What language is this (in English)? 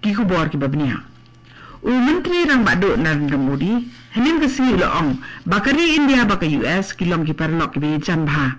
Khasi